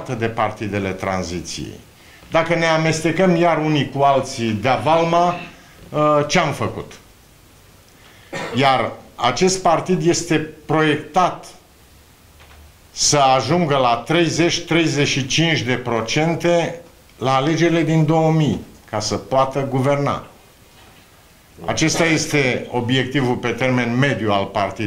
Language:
Romanian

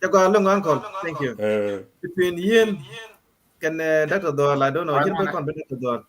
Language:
Nuer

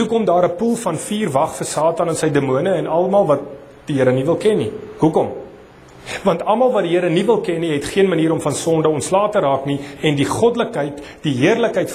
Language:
Afrikaans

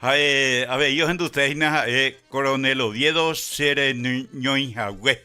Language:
Guarani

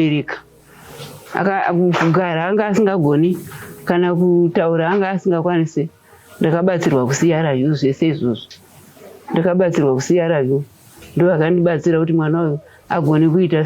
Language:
Shona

